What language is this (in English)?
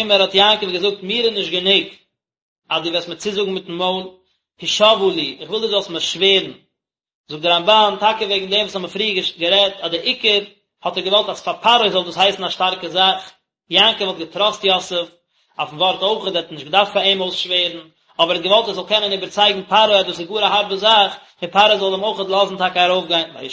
Yiddish